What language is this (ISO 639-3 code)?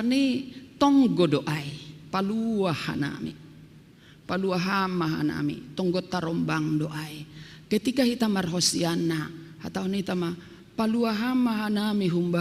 bts